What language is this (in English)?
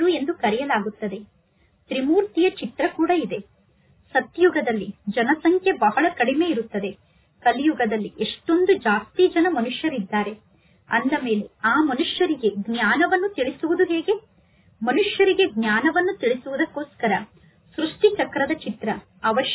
Kannada